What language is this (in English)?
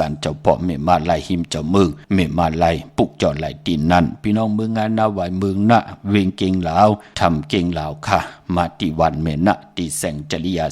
Shan